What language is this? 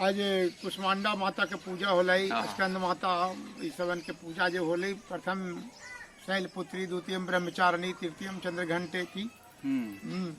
Magahi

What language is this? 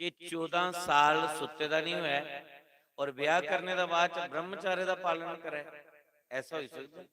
Dogri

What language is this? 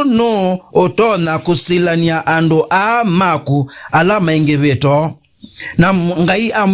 Kamba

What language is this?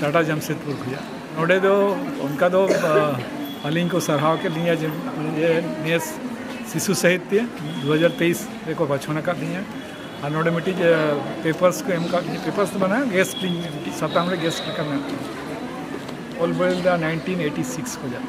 Santali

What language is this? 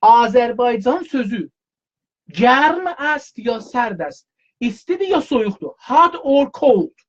South Azerbaijani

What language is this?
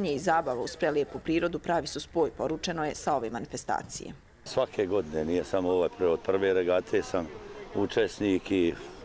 Bosnian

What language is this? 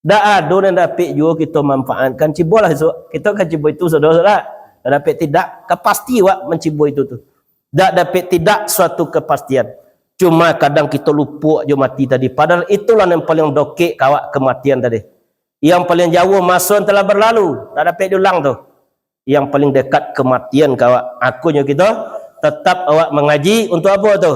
Minangkabau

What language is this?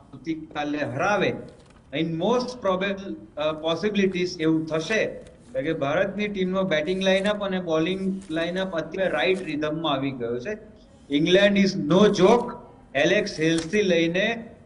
Gujarati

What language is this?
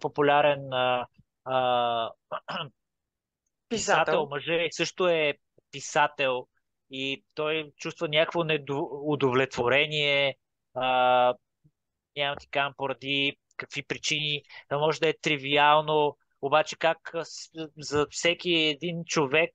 Bulgarian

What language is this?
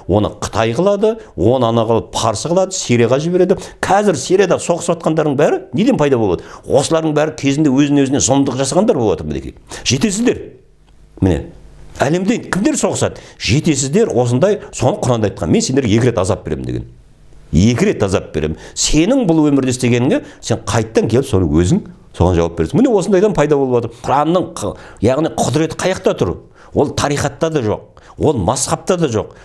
Kazakh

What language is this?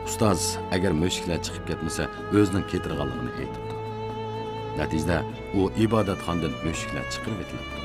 Uyghur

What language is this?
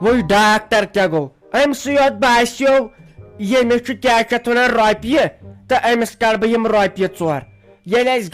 Kashmiri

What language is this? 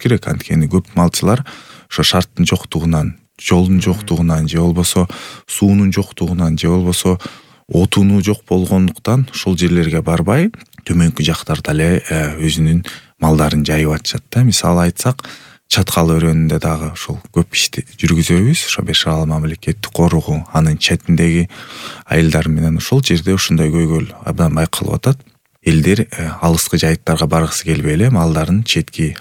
Kyrgyz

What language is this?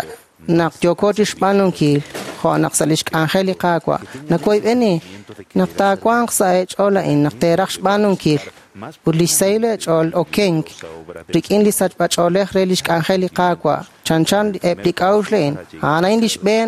Kekchí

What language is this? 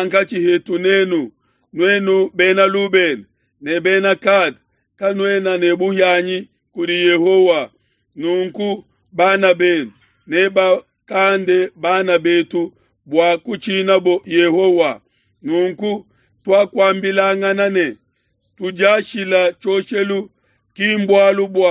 Luba-Lulua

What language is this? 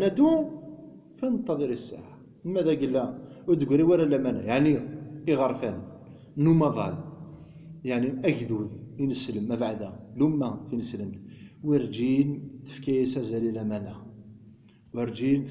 Kabyle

